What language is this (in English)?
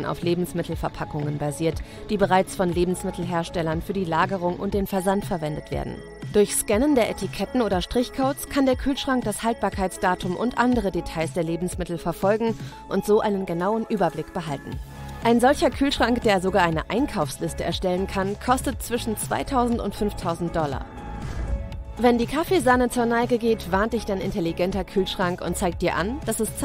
German